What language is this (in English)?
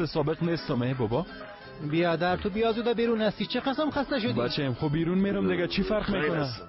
Persian